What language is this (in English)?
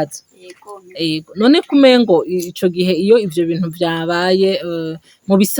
Rundi